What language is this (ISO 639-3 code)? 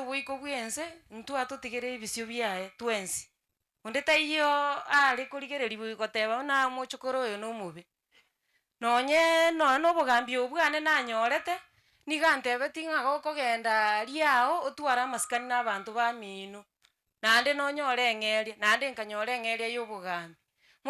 guz